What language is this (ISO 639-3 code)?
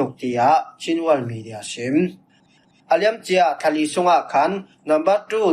cfm